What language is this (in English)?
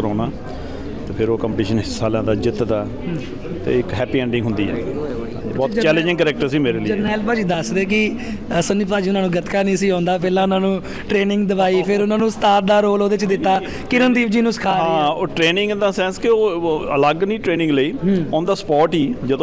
Punjabi